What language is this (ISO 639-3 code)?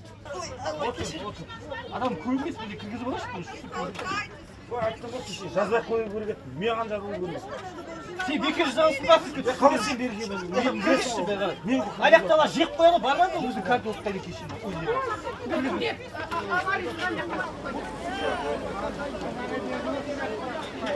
kaz